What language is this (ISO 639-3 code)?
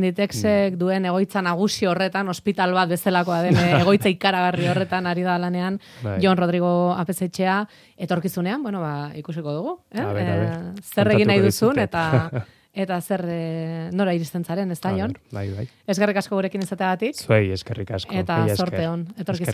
eus